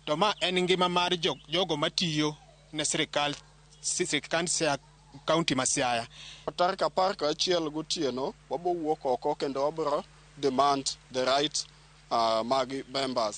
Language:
Luo (Kenya and Tanzania)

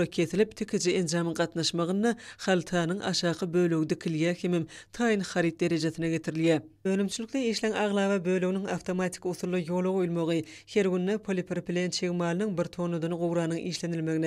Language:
Turkmen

